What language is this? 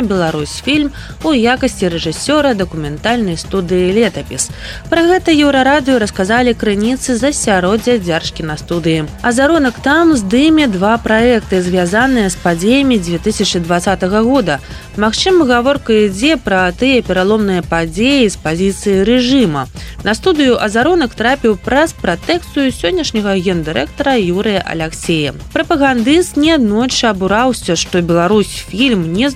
Belarusian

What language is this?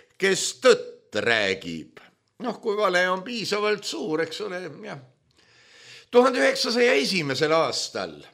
Estonian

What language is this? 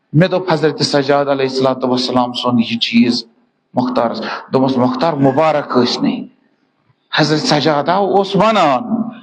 Kashmiri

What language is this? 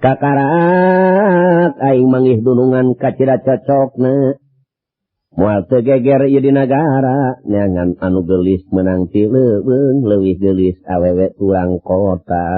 Sundanese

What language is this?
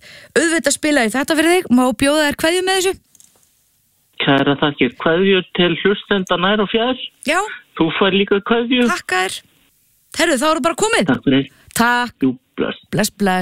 Icelandic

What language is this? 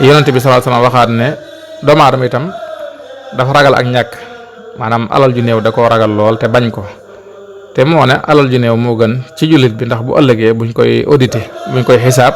Wolof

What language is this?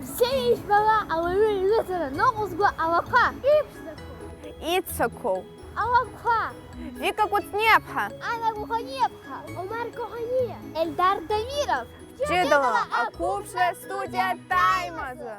Abkhazian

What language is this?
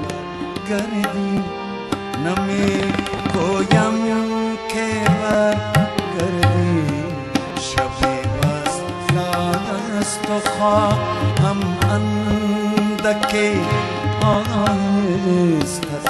Persian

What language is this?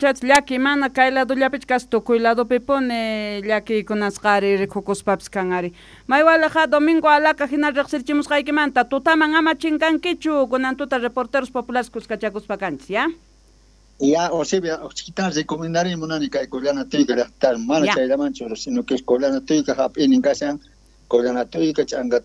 South Bolivian Quechua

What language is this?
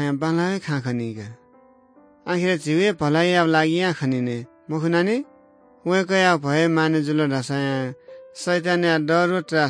Newari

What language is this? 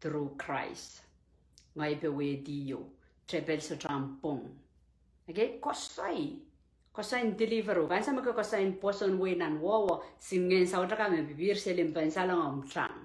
Pohnpeian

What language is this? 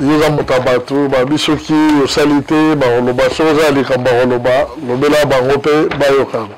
Lingala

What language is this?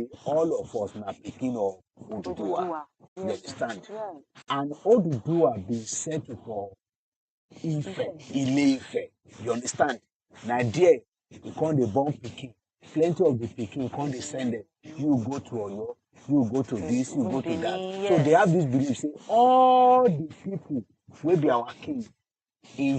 Nigerian Pidgin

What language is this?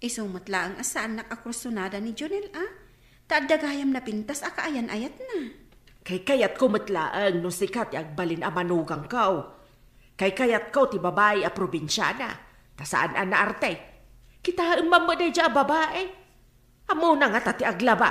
Iloko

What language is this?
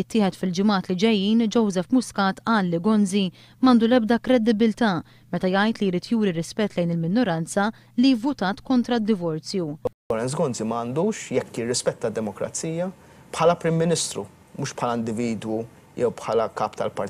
Maltese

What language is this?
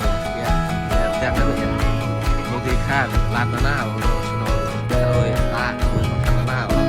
Central Mnong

